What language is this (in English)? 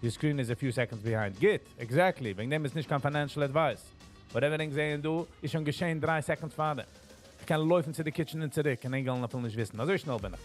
Yiddish